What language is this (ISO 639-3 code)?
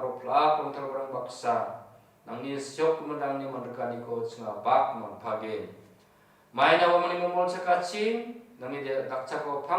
grt